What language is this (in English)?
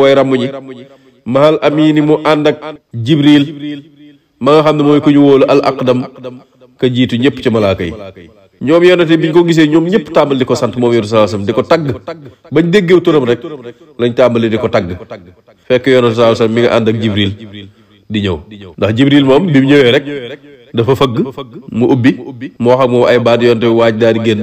Wolof